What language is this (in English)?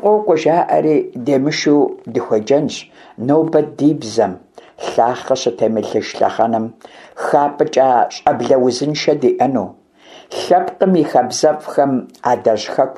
Kabardian